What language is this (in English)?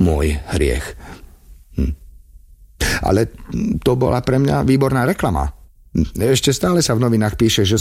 Slovak